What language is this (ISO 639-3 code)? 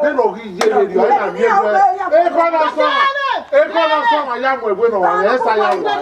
bin